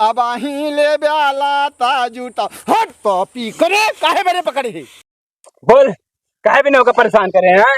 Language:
Awadhi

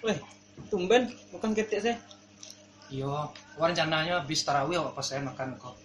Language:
Minangkabau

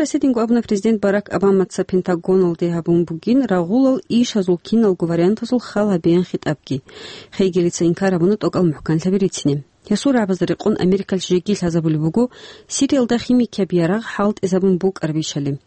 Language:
Avaric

